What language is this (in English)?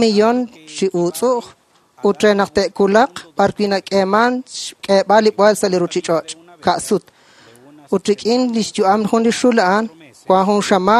Kekchí